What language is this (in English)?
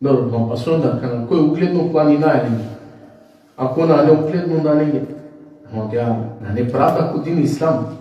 Balkan Romani